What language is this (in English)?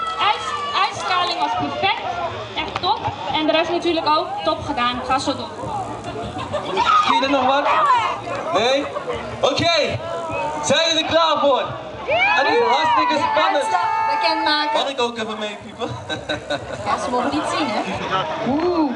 Dutch